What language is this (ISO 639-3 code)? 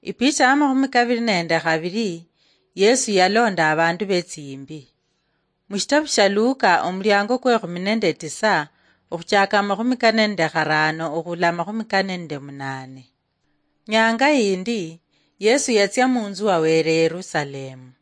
luy